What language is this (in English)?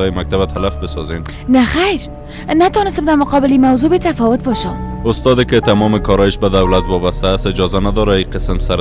Persian